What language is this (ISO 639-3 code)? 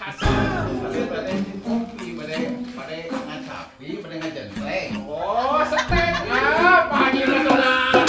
sun